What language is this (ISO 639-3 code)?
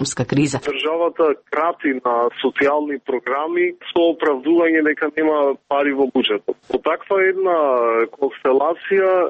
mkd